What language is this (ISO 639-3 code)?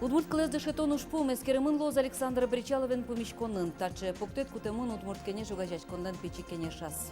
udm